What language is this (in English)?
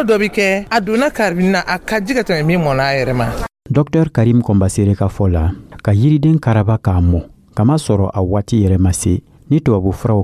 Dyula